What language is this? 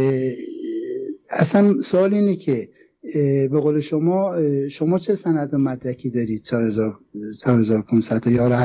Persian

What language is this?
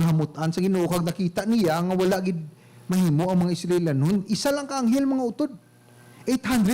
Hiligaynon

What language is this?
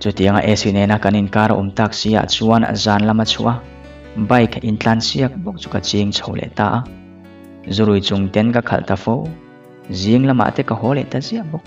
Mizo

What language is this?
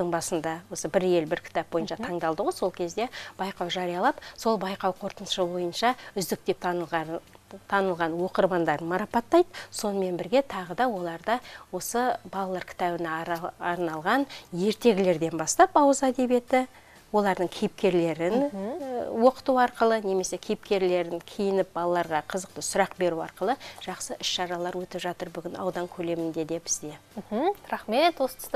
Kazakh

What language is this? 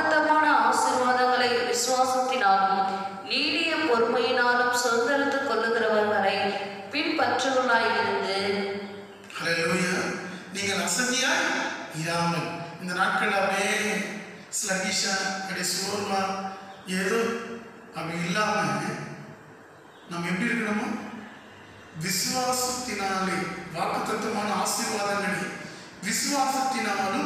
Tamil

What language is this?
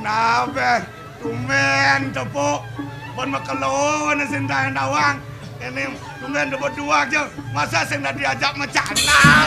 Balinese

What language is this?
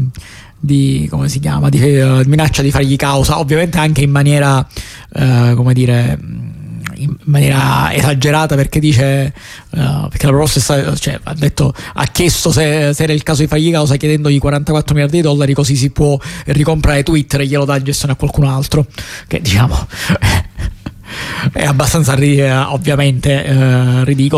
Italian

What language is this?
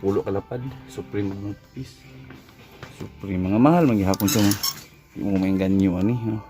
Cebuano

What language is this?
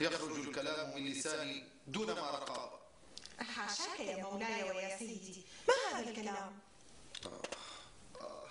North Levantine Arabic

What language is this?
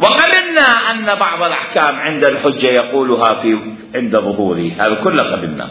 Mesopotamian Arabic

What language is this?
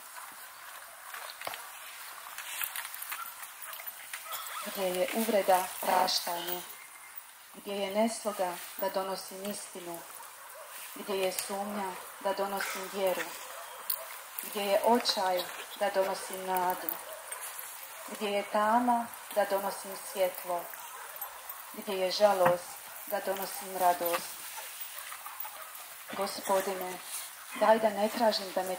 Croatian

